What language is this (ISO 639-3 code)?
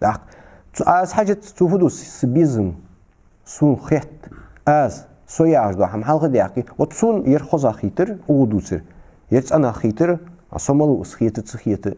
inh